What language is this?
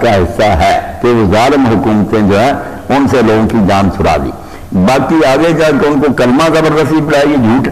Urdu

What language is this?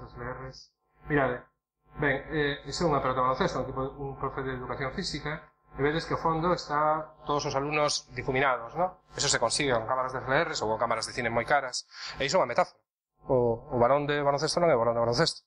Galician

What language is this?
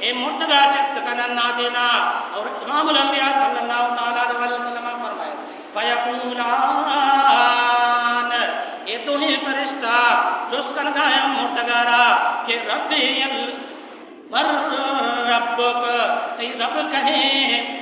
Baluchi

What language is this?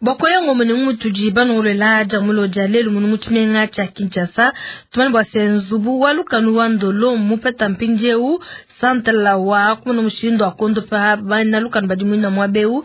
Luba-Lulua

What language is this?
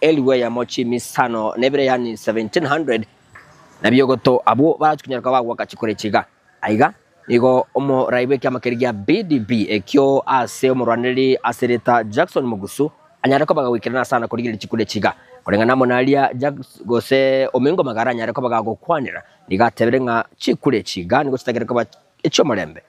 Gusii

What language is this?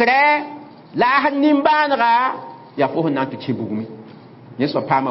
Mossi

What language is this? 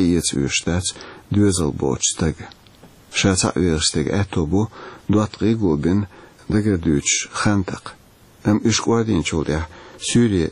Chechen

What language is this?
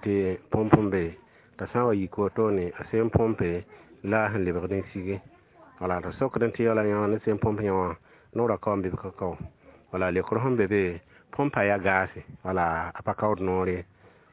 Mossi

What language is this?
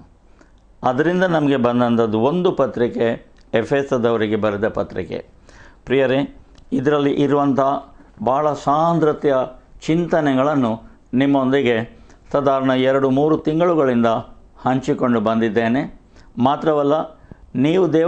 Kannada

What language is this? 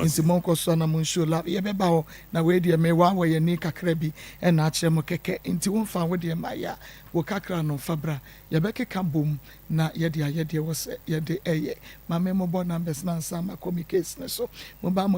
Akan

